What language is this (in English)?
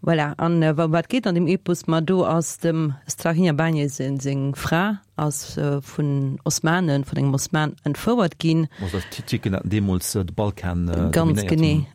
Luxembourgish